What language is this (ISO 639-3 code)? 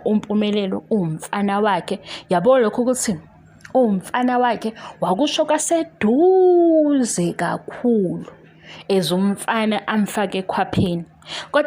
zul